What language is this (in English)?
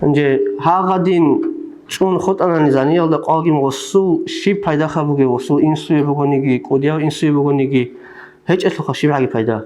Avaric